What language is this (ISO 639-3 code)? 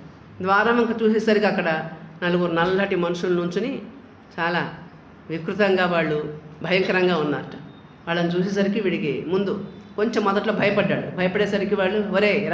tel